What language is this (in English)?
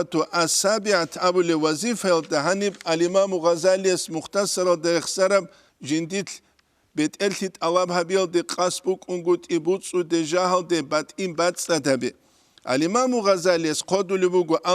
Avaric